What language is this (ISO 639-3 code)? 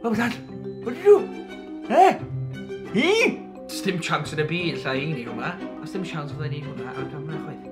cym